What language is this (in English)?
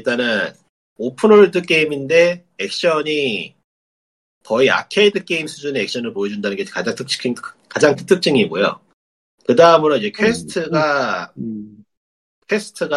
Korean